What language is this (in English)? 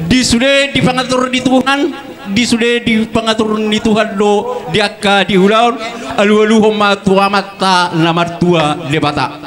Batak Toba